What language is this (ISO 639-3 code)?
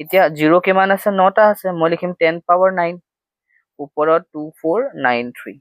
asm